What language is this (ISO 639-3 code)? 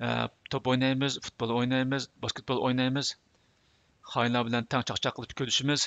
uig